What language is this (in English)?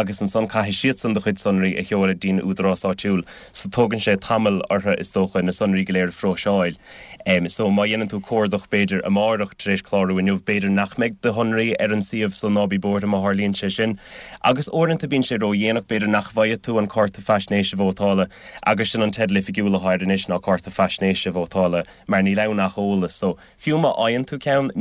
Irish